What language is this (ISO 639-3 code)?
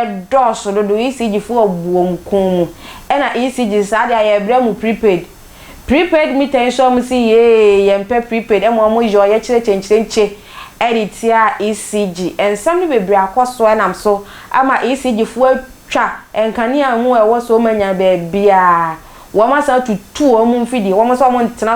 aka